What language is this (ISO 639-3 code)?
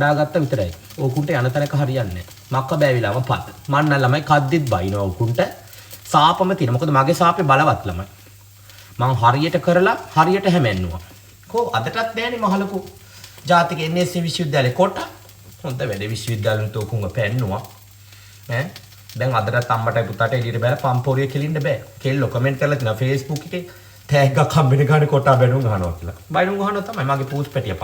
sin